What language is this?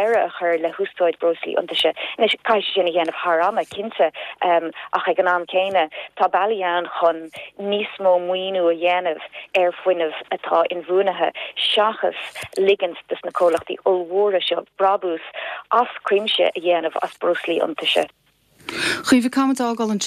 Irish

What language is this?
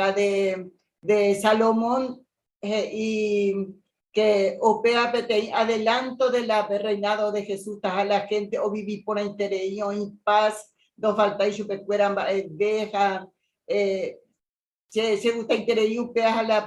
Guarani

